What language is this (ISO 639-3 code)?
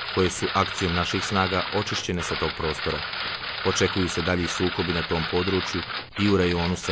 bos